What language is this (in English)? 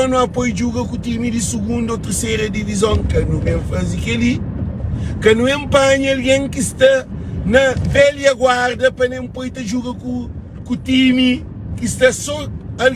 Kabuverdianu